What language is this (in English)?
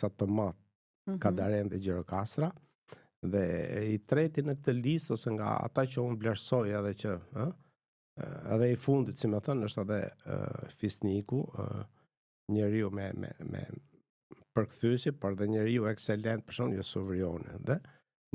Albanian